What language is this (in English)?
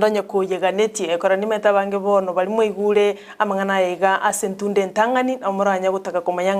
Gusii